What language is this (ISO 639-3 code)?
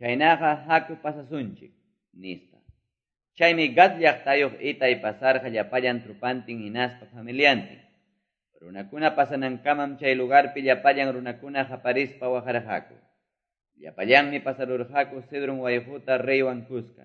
que